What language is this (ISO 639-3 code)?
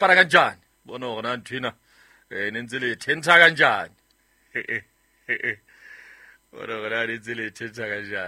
sot